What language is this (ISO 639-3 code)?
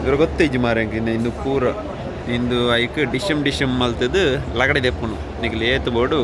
tcy